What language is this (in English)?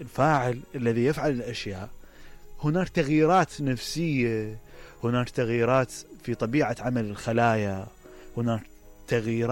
Mesopotamian Arabic